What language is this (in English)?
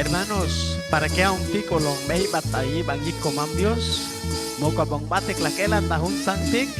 Chuj